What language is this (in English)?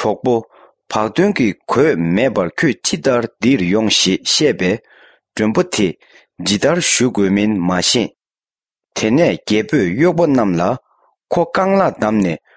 Tibetan